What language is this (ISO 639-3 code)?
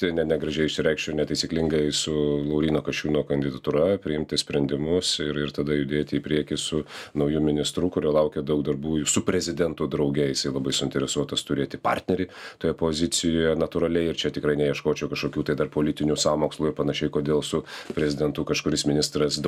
lit